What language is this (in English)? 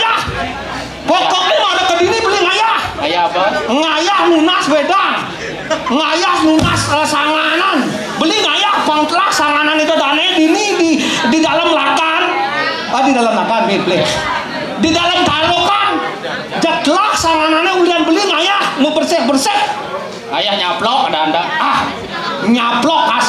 Balinese